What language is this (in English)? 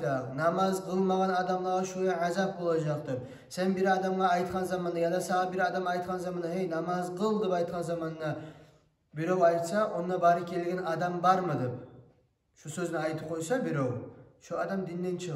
Kumyk